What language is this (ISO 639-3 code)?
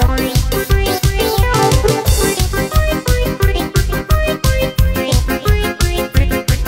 hun